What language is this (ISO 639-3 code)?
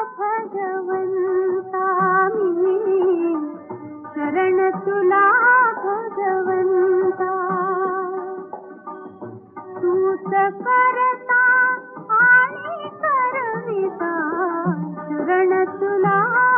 mar